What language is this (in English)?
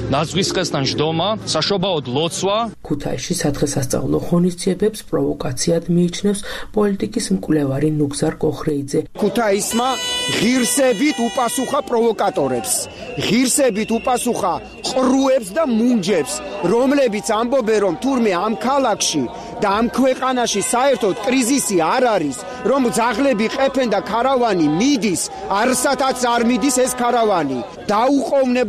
Georgian